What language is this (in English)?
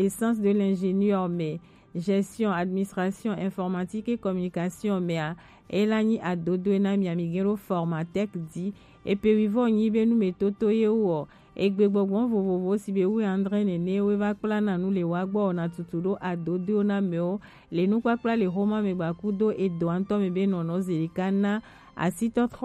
Gen